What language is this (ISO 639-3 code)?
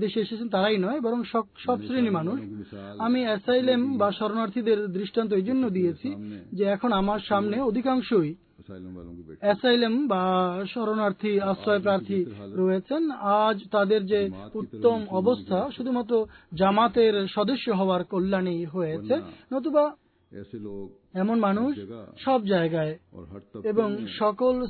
ben